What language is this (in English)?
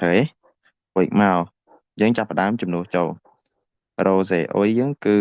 Khmer